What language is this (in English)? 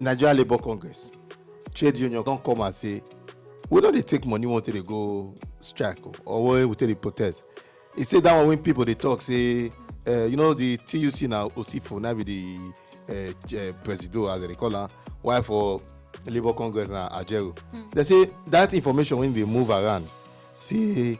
Nigerian Pidgin